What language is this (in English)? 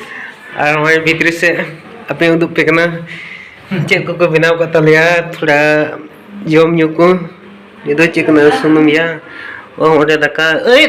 Santali